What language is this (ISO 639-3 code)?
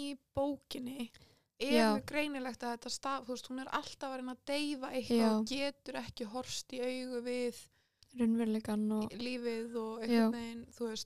isl